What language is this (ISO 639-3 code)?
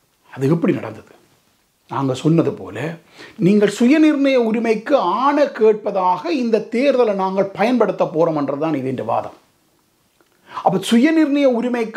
tam